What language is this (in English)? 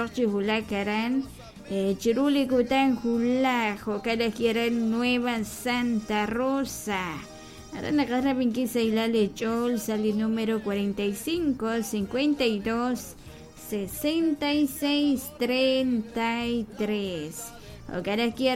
Kekchí